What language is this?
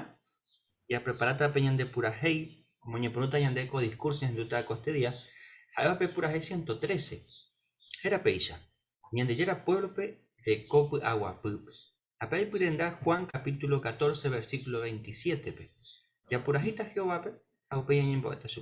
Guarani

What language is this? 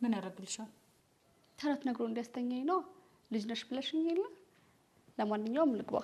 Amharic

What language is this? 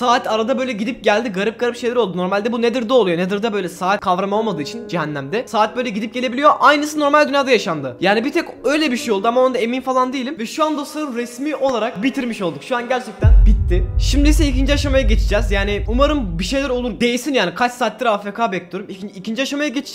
Turkish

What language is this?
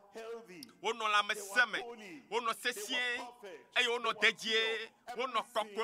Ewe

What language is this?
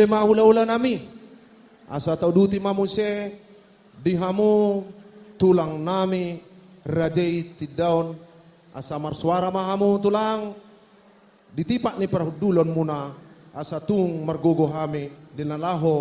Batak Toba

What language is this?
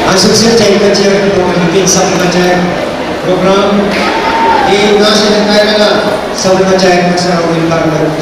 Pohnpeian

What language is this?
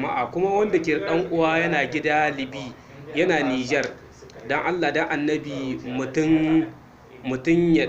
Hausa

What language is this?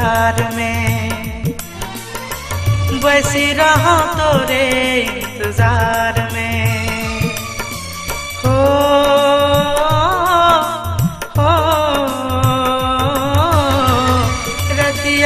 Bhojpuri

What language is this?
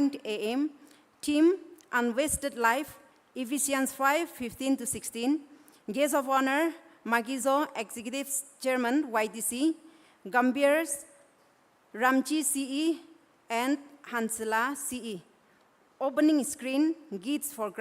Naga Pidgin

